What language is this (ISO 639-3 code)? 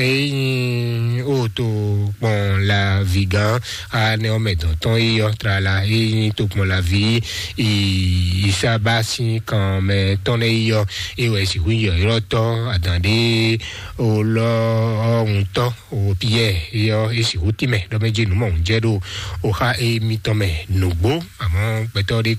fon